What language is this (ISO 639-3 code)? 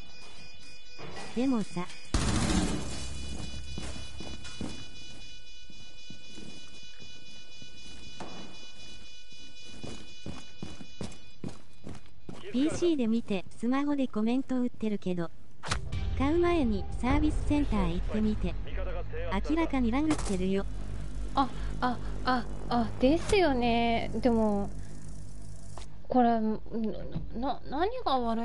jpn